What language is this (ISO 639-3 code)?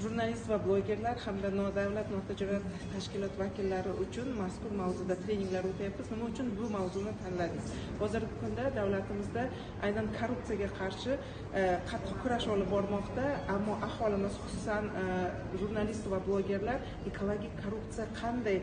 uzb